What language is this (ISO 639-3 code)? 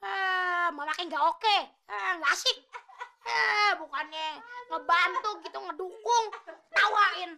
bew